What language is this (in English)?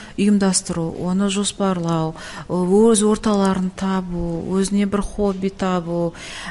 Kazakh